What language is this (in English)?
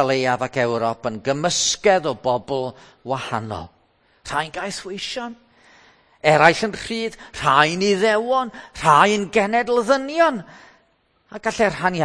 Welsh